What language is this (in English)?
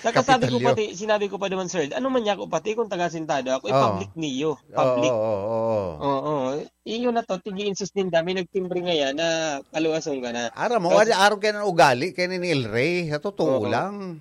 Bikol